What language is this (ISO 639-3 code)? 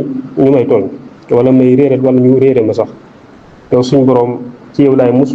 wol